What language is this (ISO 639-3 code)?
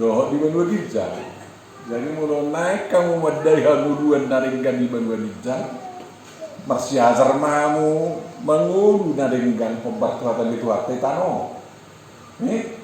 bbc